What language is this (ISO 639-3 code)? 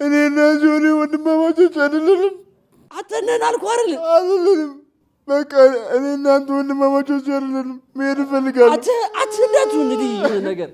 amh